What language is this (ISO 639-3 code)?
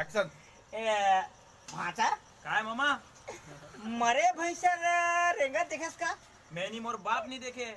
hne